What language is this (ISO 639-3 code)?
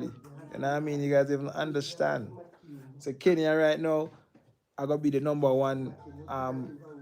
jam